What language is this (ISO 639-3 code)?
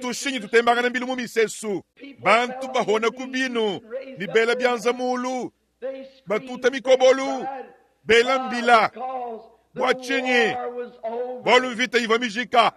lua